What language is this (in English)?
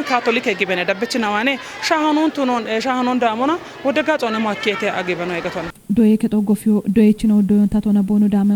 Kafa